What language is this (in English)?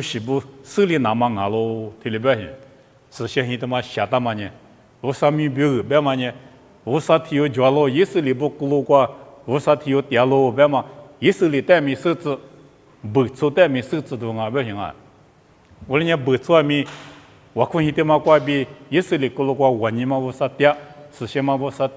Lisu